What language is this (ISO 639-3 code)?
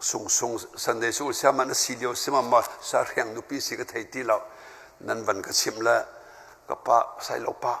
cnh